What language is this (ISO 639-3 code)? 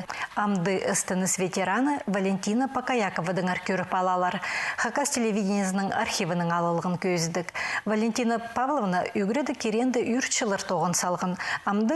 kjh